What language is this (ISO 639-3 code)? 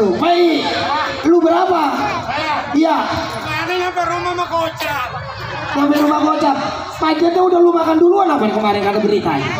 bew